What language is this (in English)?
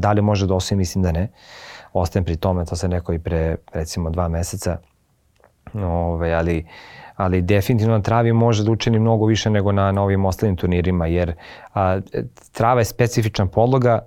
Serbian